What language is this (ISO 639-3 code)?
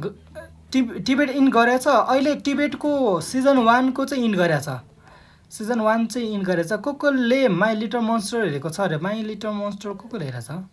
nep